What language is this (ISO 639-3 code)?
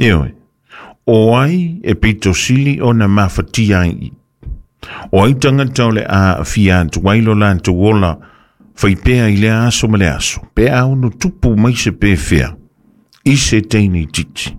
smo